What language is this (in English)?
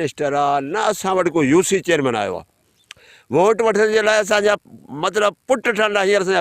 Sindhi